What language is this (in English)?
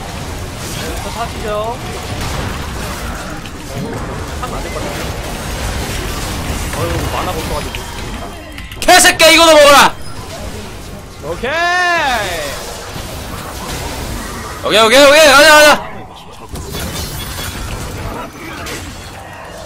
Korean